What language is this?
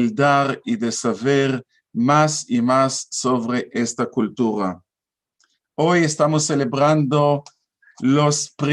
Ladino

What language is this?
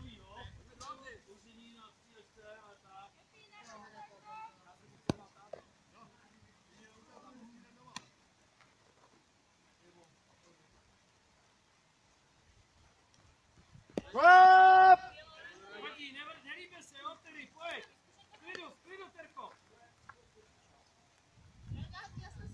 Czech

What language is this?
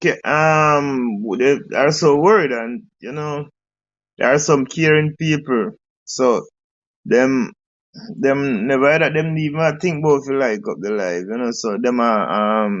Jamaican Creole English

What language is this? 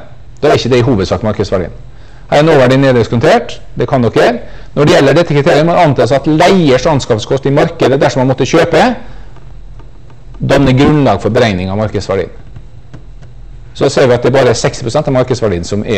Norwegian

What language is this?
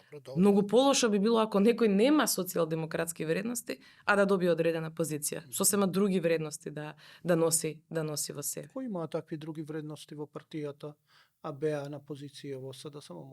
Macedonian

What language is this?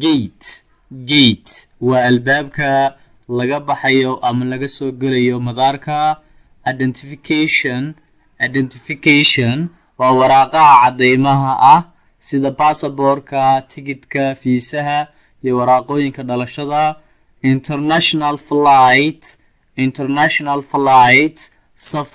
Somali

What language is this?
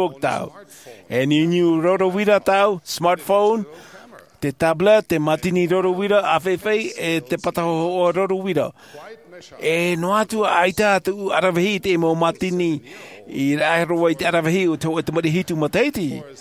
Tahitian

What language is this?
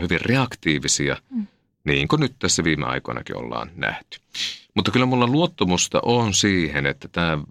Finnish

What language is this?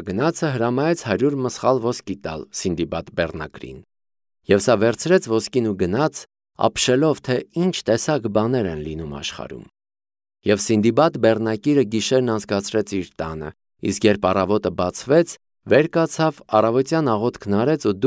Armenian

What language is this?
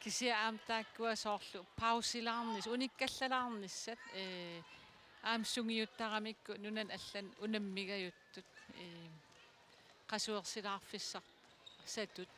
Kalaallisut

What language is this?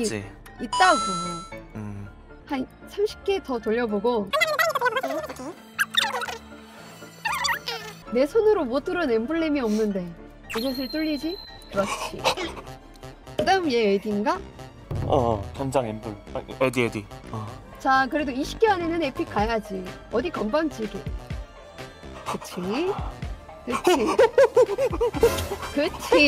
Korean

